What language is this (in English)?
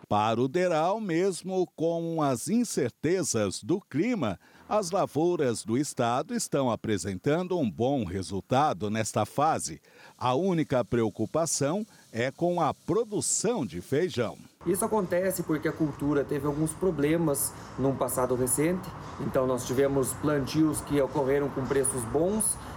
Portuguese